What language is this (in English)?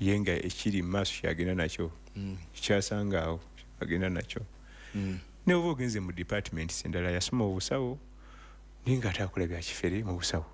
Ganda